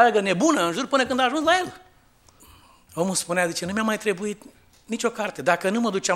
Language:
Romanian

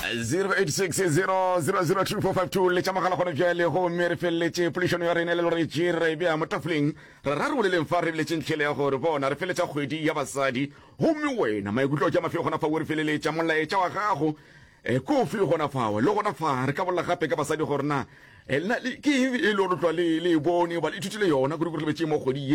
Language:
Northern Sotho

